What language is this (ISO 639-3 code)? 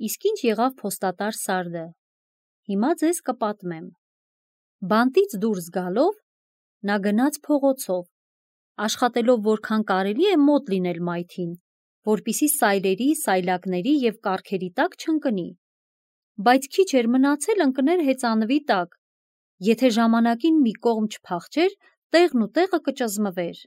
hye